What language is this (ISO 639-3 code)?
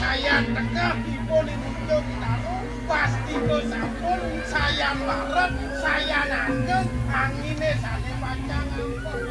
ban